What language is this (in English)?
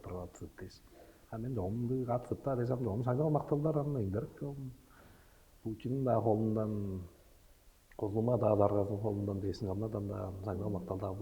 Tuvinian